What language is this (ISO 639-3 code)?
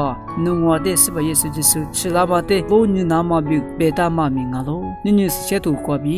lis